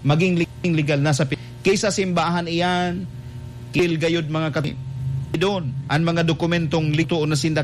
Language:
Bikol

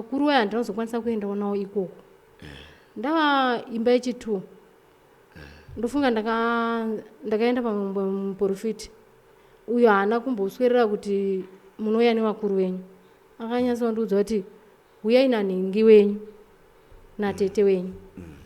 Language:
Shona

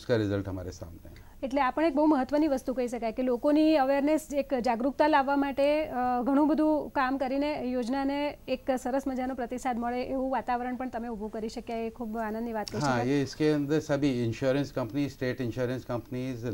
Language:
Gujarati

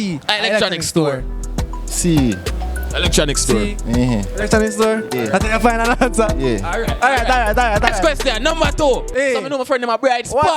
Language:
Jamaican Creole English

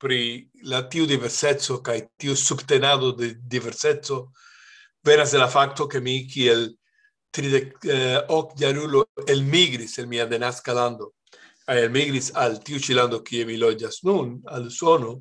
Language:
Esperanto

